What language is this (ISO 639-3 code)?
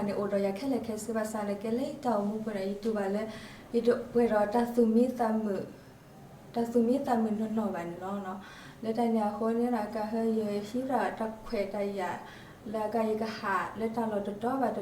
ksw